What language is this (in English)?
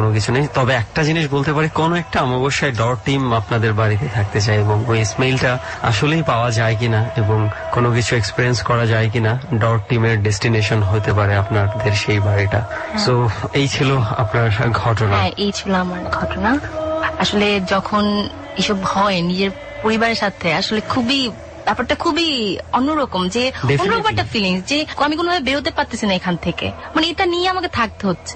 Bangla